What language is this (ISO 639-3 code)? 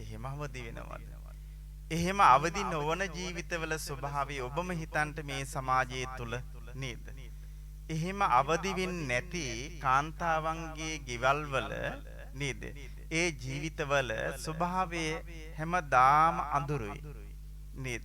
sin